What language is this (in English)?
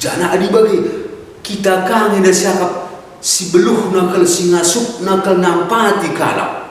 Batak Karo